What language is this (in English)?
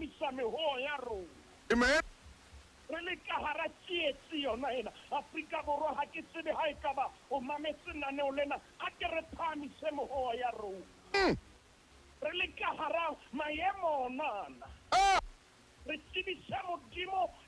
Southern Sotho